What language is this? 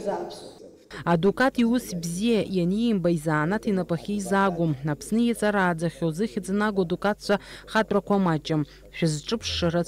Abkhazian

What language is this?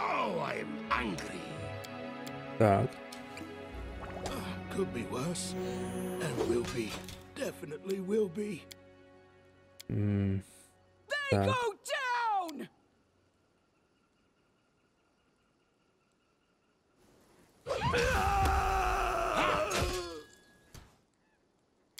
Russian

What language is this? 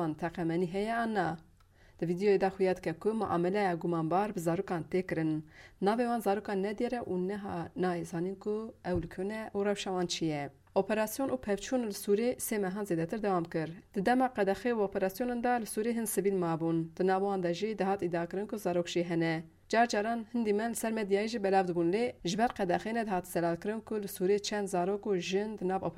Kurdish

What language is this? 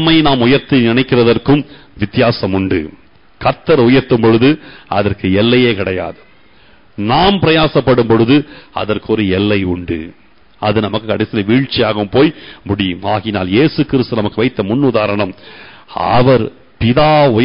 Tamil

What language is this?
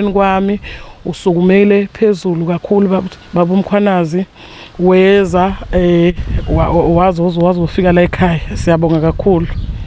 Zulu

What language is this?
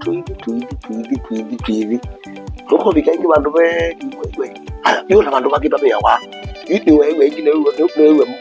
Kamba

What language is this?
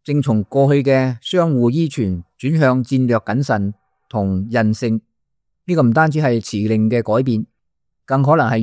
Cantonese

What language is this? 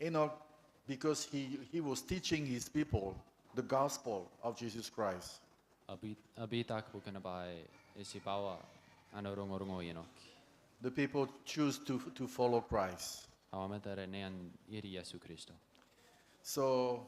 Gilbertese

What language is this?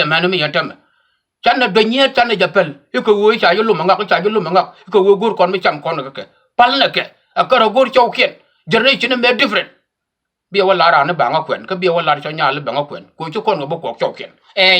Nuer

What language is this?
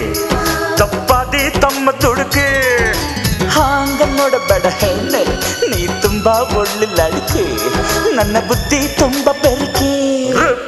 Kannada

